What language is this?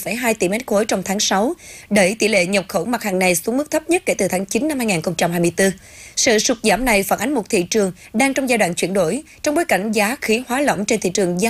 Vietnamese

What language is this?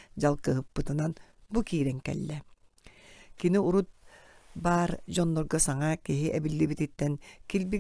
Yakut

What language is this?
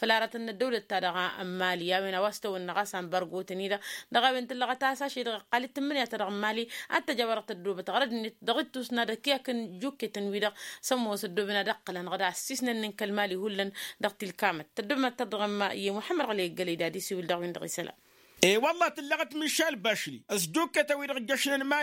Tamasheq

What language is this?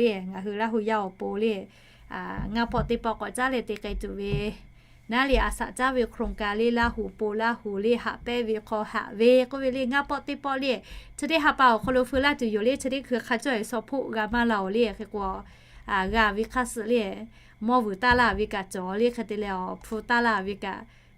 Lahu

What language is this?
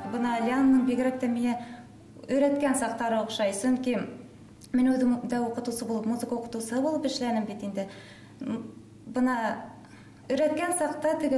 Bashkir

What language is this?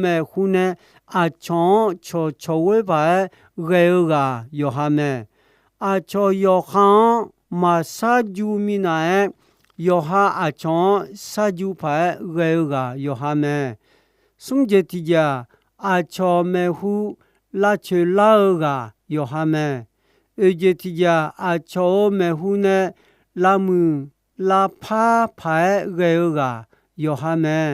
Akha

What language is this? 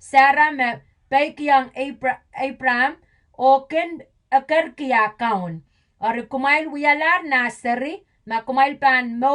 Pohnpeian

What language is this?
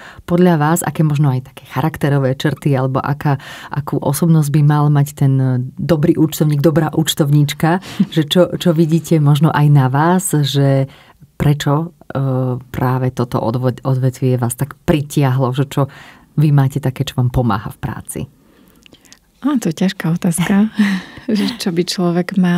Slovak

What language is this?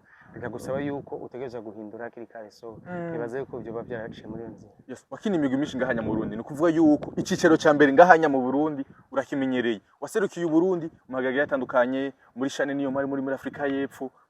Rundi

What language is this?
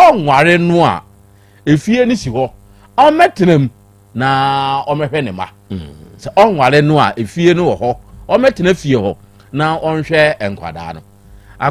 Akan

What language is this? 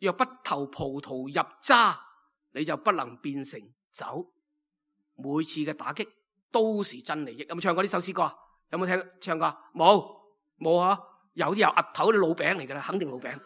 Cantonese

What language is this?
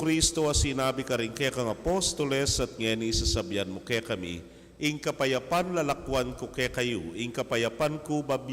Pampanga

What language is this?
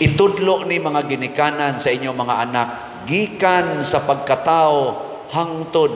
Cebuano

